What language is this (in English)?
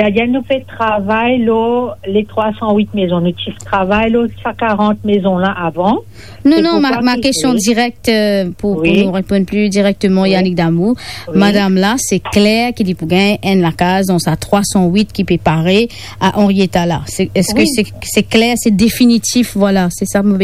Morisyen